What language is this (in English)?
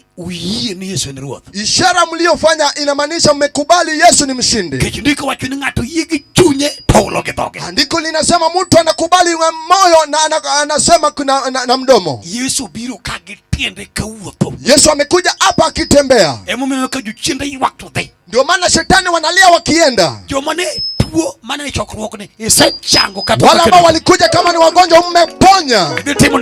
Luo (Kenya and Tanzania)